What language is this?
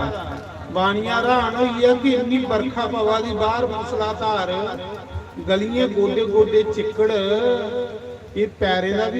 Dogri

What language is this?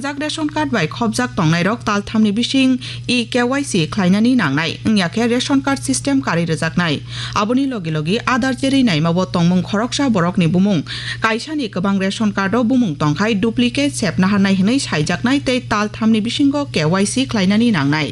Kok Borok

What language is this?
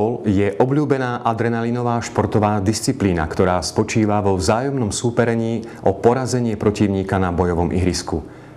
Slovak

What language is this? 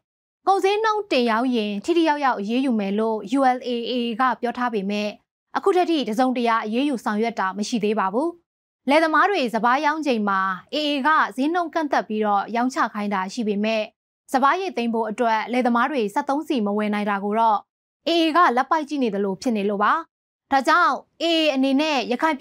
Burmese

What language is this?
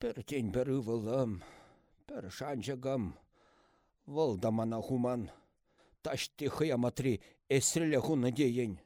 Chuvash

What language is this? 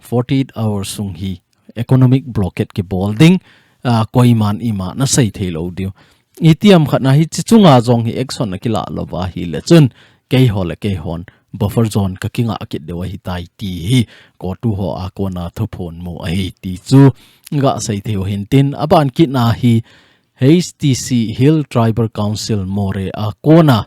Thado Chin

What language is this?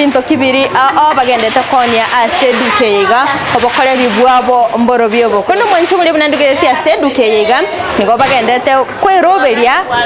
Gusii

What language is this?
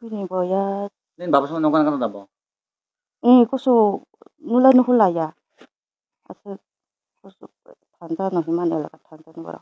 Kok Borok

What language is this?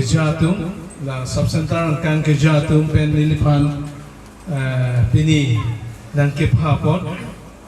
Karbi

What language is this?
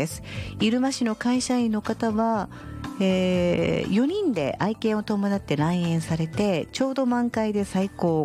Japanese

